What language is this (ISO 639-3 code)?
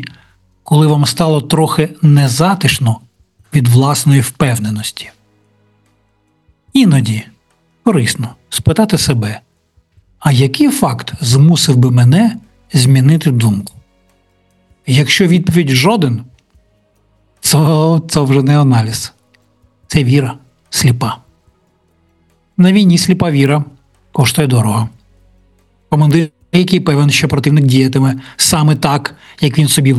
ukr